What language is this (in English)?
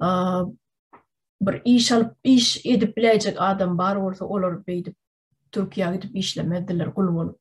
Turkmen